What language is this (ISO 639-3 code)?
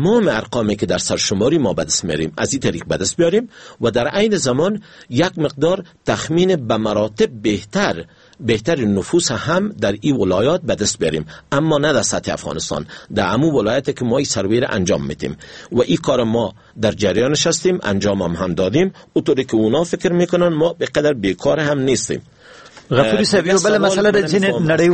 fas